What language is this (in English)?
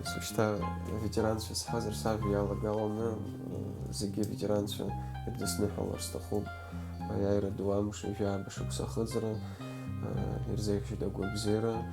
Abkhazian